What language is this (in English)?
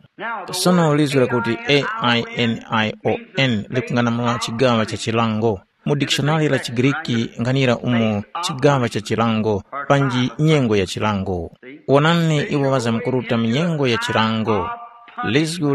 Tumbuka